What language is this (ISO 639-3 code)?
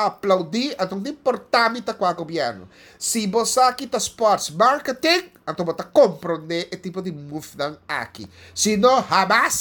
pap